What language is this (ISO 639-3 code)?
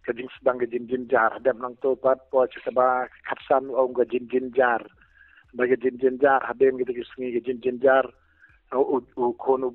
kha